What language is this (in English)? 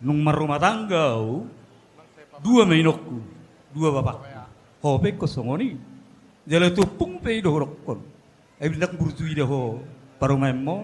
Batak Toba